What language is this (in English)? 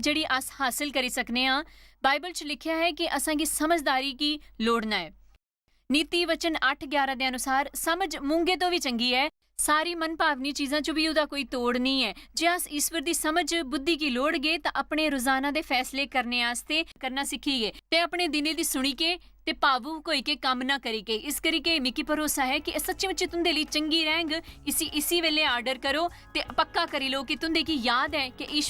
Dogri